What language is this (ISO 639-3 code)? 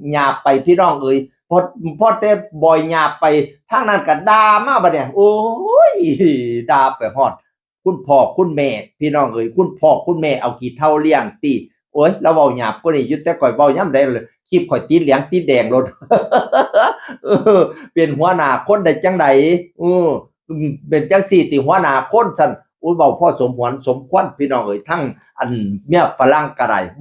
tts